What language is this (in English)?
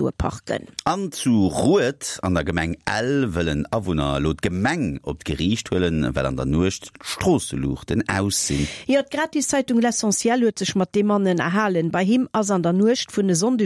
Luxembourgish